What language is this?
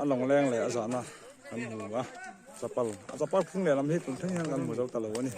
Mizo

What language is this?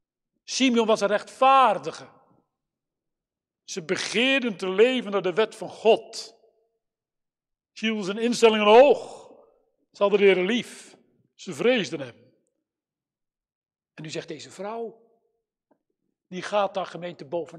Dutch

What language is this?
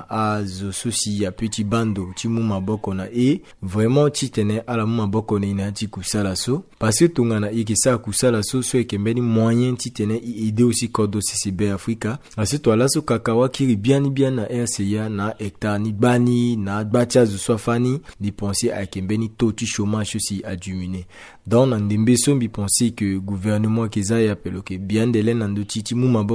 Sango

